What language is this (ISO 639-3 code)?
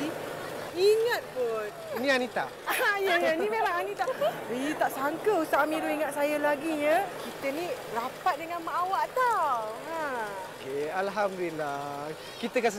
msa